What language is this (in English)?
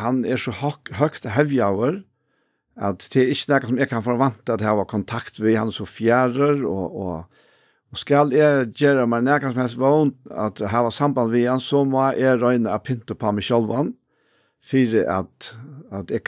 Faroese